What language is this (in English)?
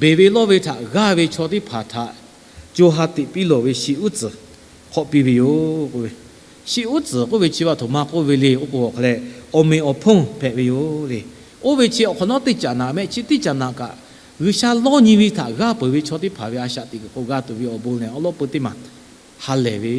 Lahu